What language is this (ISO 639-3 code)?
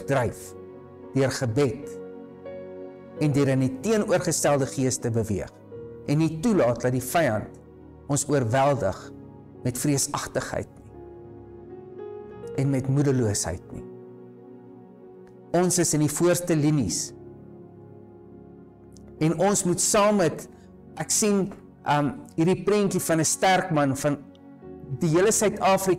afr